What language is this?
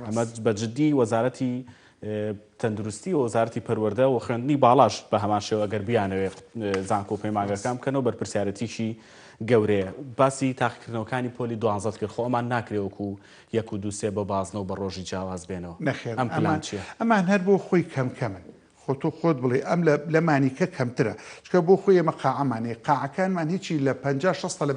Central Kurdish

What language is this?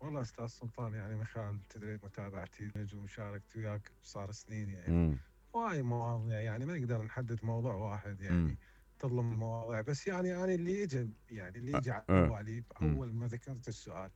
Mesopotamian Arabic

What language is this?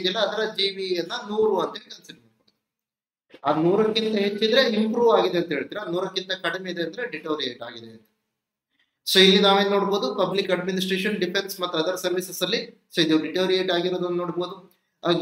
Kannada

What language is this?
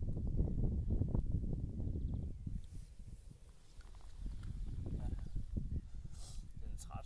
Danish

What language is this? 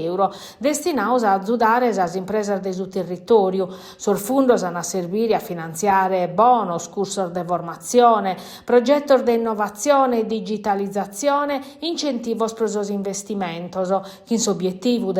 Sardinian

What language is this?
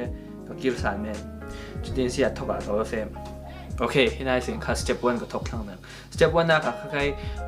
Falam Chin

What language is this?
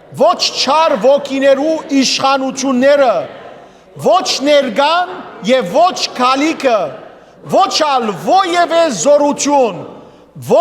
Western Armenian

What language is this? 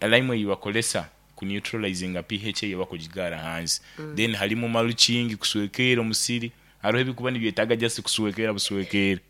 Nyankole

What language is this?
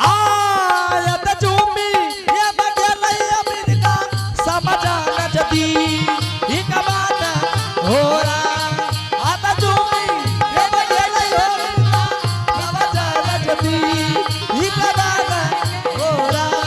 Angika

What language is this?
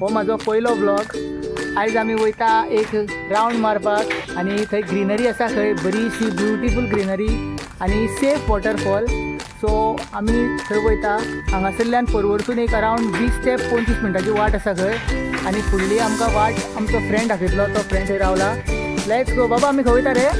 Konkani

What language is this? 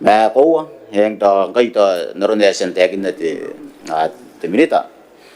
Gilbertese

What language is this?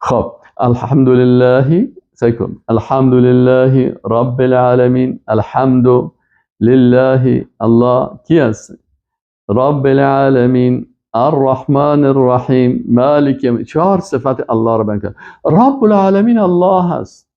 Persian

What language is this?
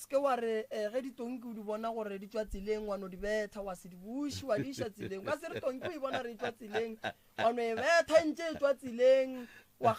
Northern Sotho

